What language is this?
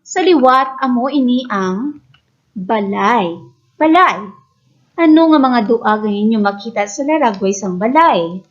Hiligaynon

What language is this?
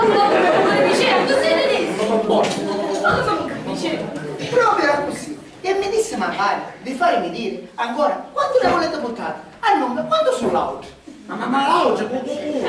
Sicilian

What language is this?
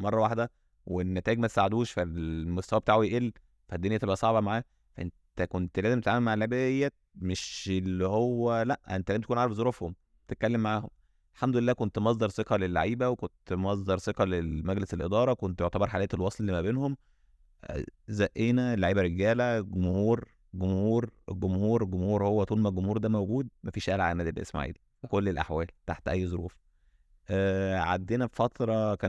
Egyptian Arabic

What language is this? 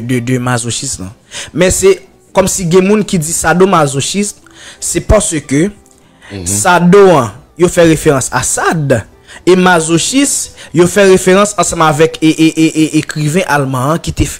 Haitian Creole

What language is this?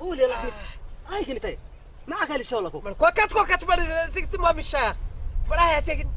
Saho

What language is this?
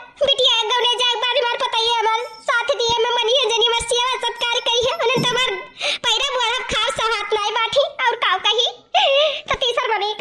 Awadhi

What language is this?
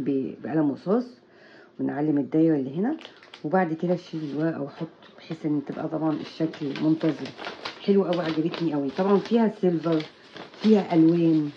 Egyptian Arabic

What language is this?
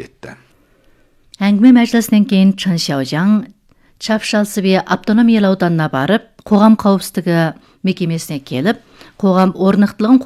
Kazakh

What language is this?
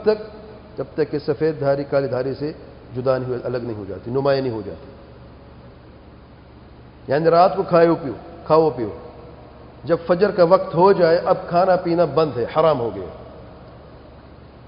Urdu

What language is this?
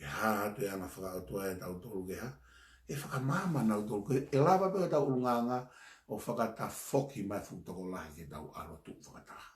Tongan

